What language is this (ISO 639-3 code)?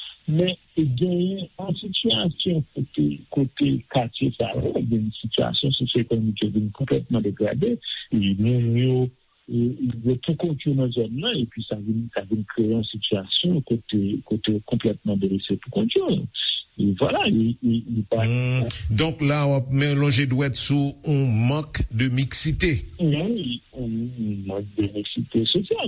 hat